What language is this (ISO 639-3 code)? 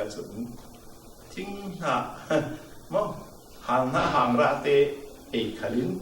cfm